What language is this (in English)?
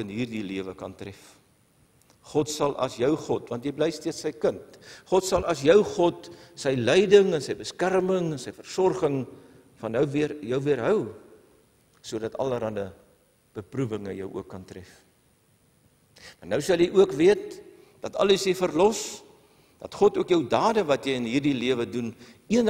Afrikaans